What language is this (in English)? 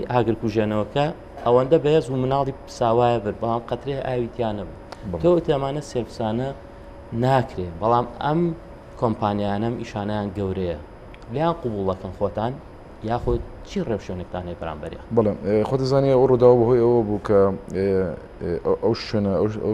Central Kurdish